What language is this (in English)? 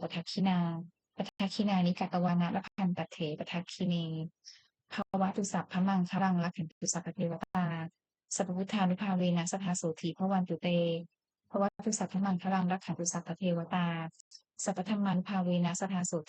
Pali